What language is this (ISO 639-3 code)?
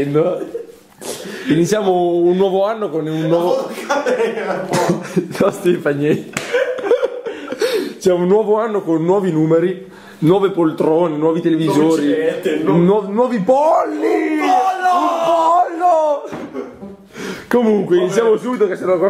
ita